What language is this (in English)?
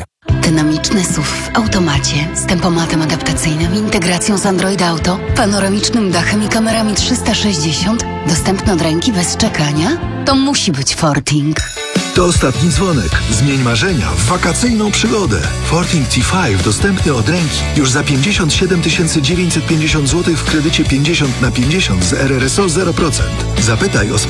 Polish